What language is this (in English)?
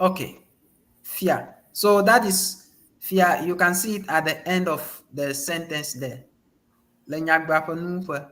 Ewe